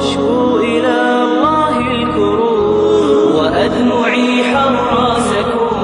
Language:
Avaric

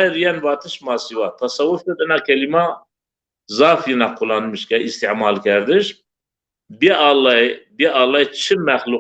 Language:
Zaza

